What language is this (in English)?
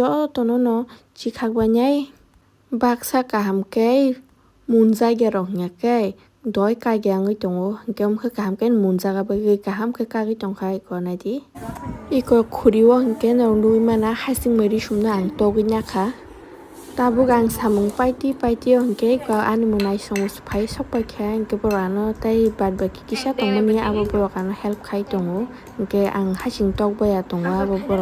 Kok Borok